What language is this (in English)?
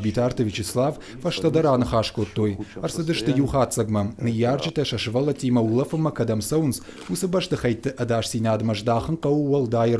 Ossetic